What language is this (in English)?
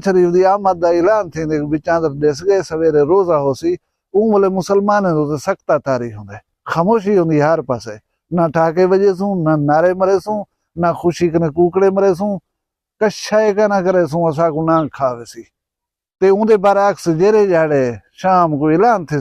Saraiki